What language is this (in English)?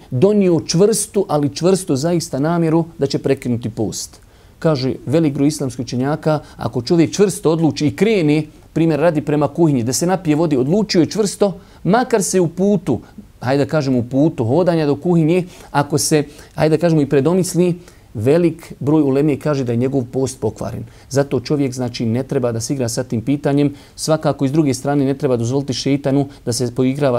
Bosnian